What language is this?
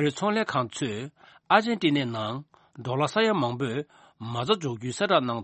Tibetan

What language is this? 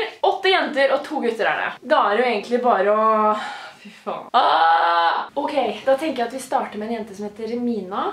Norwegian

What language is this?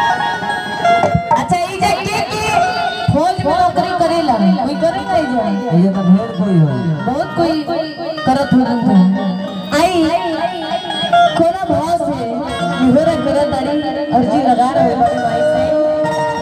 Bhojpuri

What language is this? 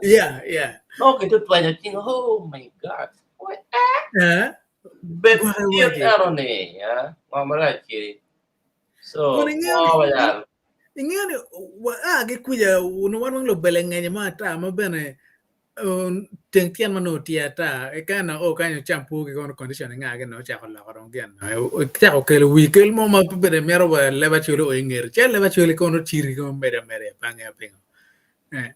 Acoli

